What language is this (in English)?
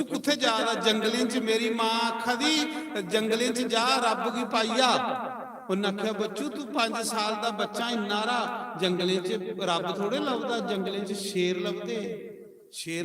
Dogri